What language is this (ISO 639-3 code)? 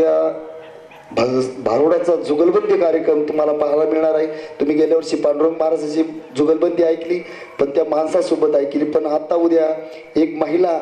mar